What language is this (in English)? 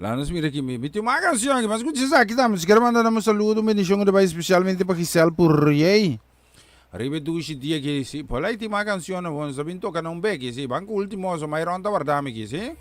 Papiamento